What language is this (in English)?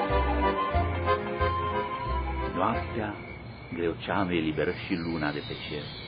Romanian